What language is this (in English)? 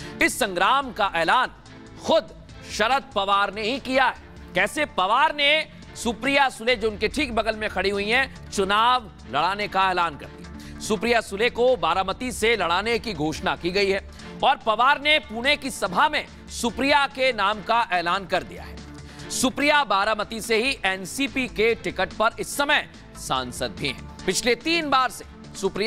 Hindi